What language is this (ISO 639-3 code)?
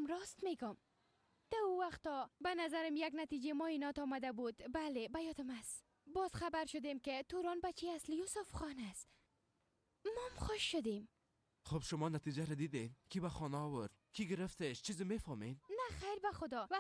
fas